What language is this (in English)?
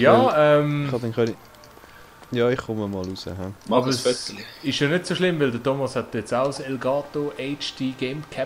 Swiss German